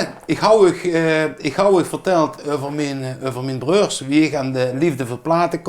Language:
Limburgish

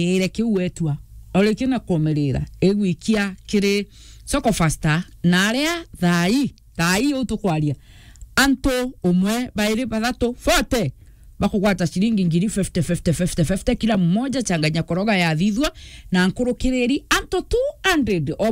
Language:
Meru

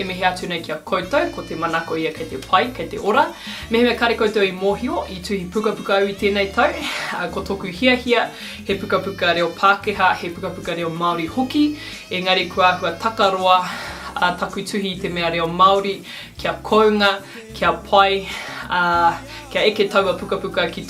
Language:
Māori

